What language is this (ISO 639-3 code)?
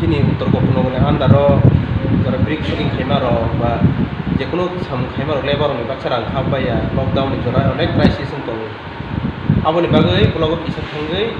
ria